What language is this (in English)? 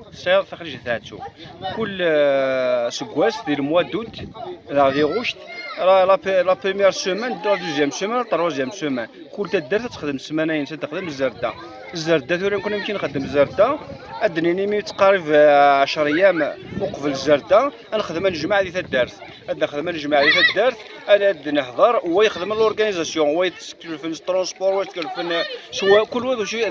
Kabyle